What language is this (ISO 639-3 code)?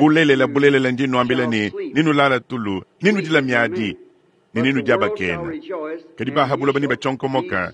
lua